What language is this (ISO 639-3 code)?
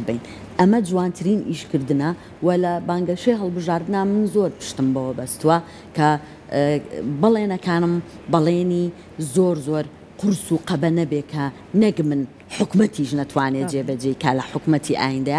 ckb